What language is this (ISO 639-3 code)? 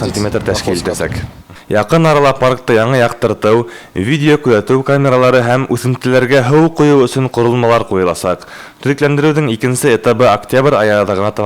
bak